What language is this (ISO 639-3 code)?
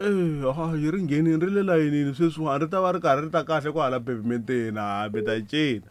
tso